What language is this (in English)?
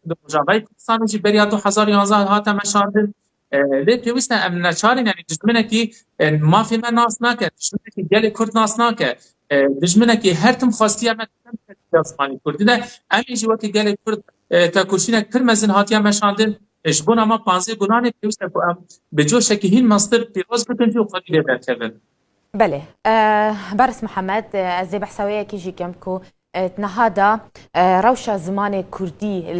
Kurdish